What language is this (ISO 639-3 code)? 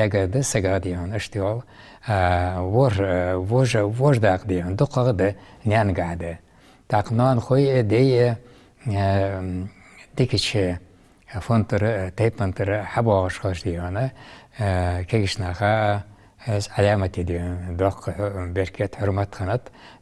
inh